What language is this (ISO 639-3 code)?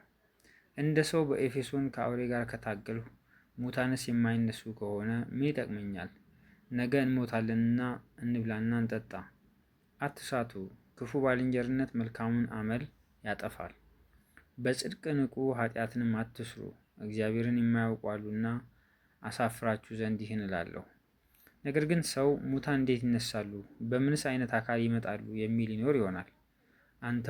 amh